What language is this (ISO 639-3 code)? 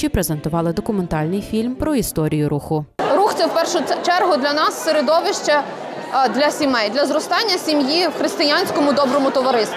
ukr